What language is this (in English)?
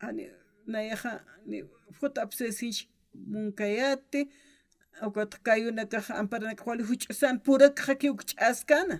Aymara